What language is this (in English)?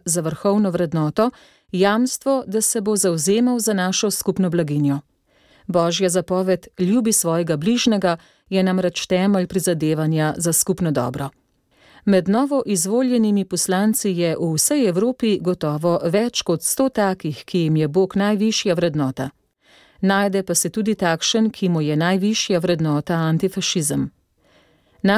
Slovenian